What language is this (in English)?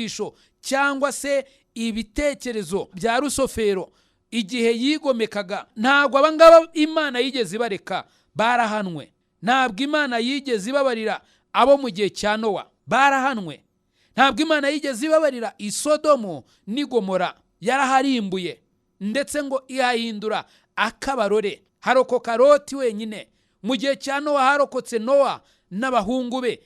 Kinyarwanda